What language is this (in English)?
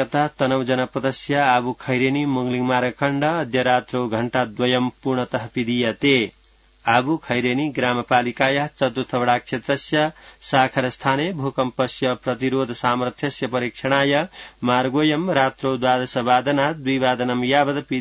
Sanskrit